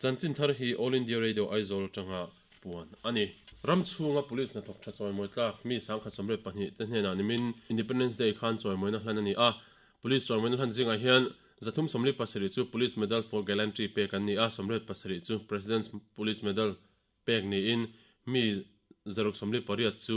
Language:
Mizo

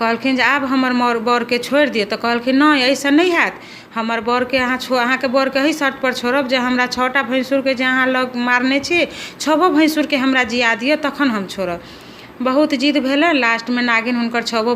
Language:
Maithili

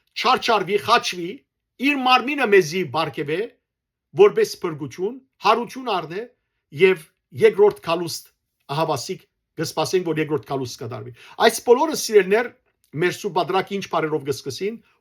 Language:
Western Armenian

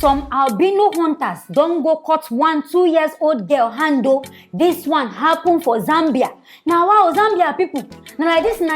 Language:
Nigerian Pidgin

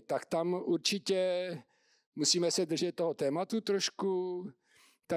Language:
Czech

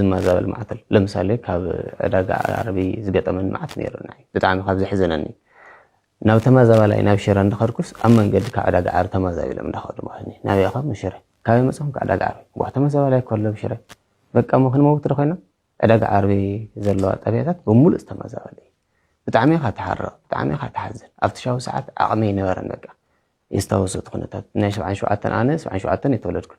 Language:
Tigrinya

